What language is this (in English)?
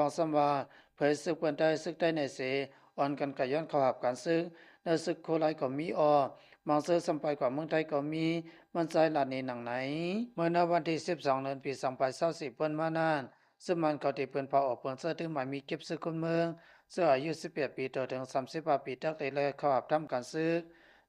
Lao